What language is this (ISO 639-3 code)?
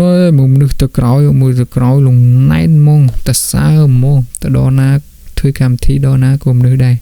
khm